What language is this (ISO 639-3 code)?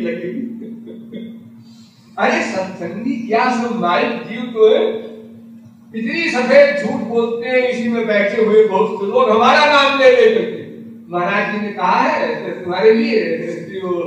hin